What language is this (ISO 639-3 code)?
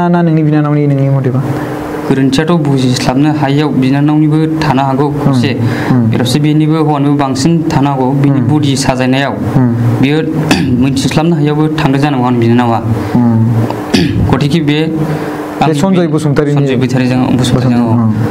brx